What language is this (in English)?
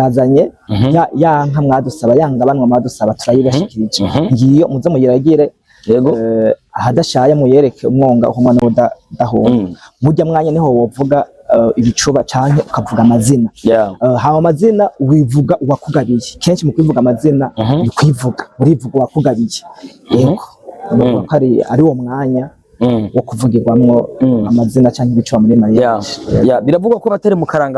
Rundi